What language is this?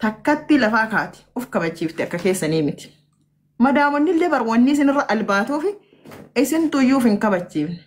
Oromo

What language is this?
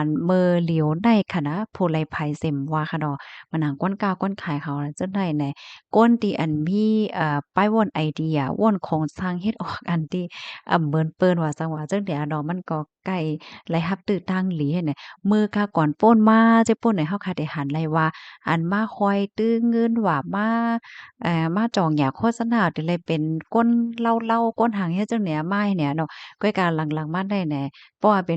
Shan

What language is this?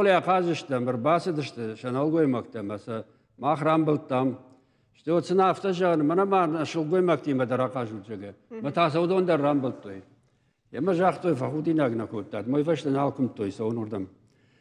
Ossetic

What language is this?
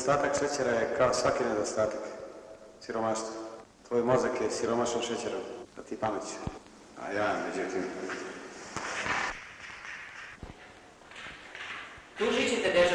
Croatian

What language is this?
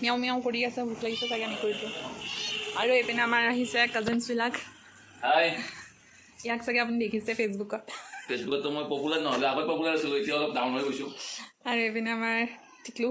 Assamese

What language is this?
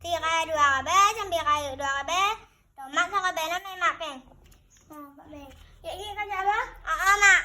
Achinese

